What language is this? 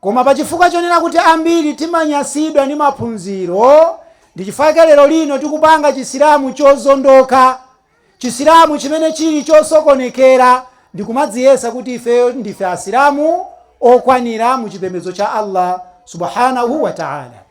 Nyanja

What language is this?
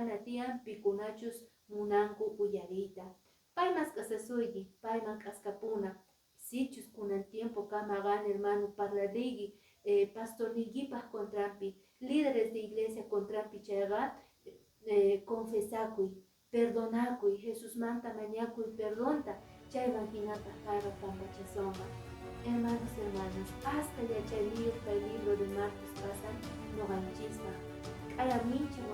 Quechua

